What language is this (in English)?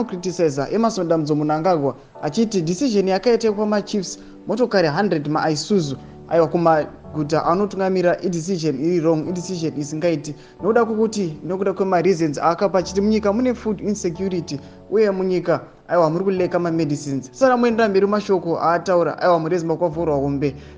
Shona